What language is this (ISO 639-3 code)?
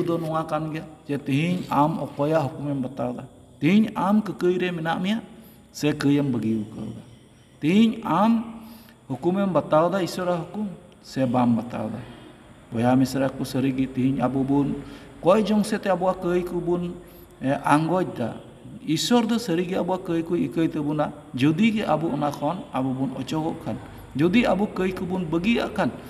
sat